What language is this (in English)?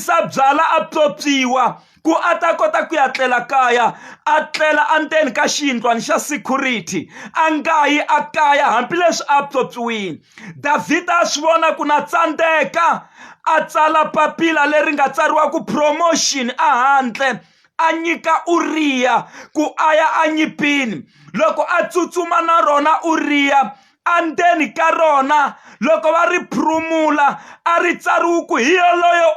Tsonga